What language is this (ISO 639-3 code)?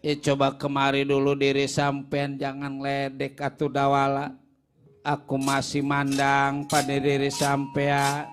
bew